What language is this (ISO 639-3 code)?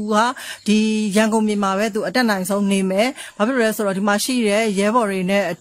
mya